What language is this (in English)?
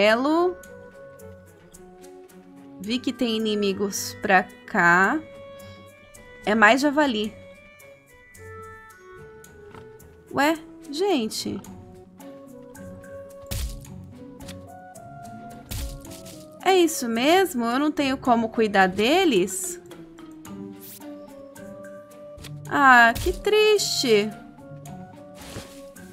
Portuguese